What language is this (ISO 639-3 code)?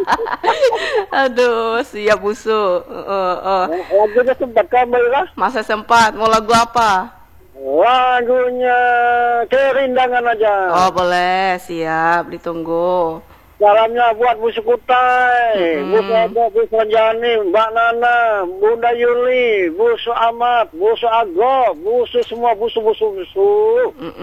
ind